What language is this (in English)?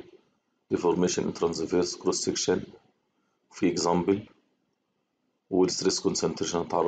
Egyptian Arabic